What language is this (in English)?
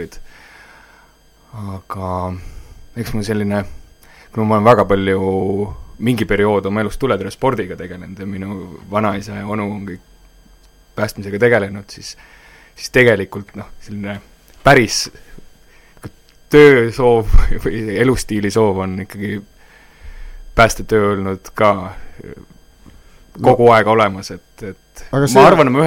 Estonian